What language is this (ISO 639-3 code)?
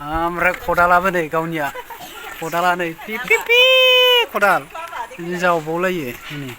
brx